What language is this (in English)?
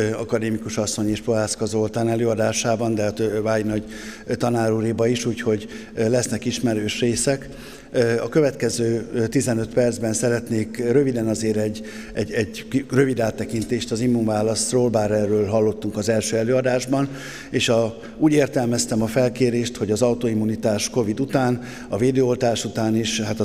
Hungarian